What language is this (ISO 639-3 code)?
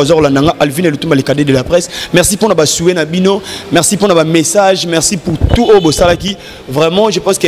lin